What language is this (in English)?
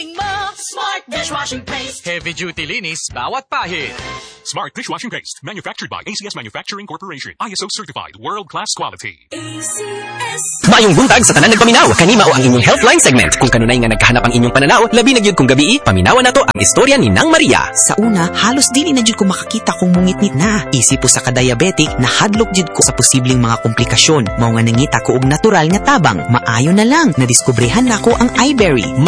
Cebuano